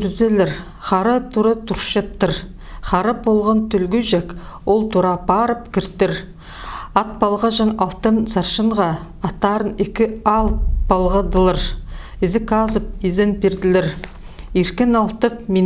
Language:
Khakas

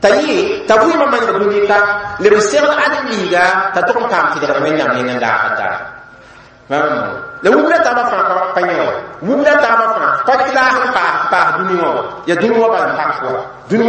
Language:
Mossi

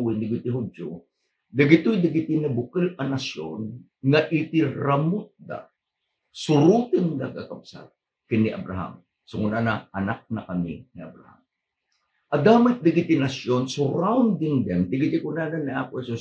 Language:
Iloko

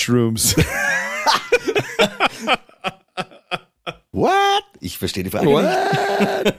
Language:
German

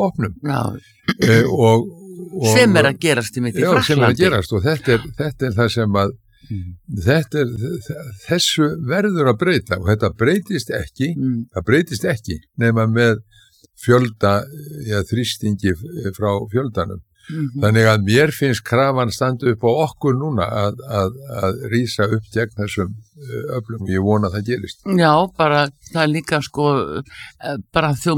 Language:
Icelandic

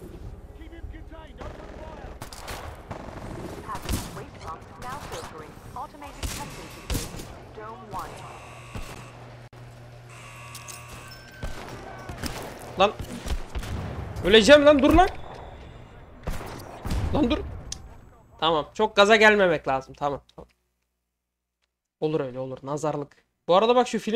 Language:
Turkish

